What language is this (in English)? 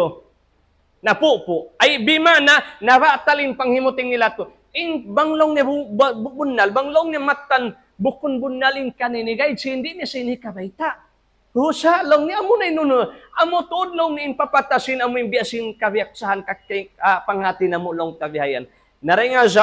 Tausug